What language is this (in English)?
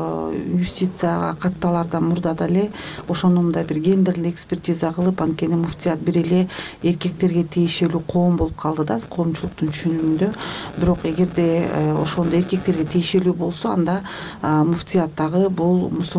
Kyrgyz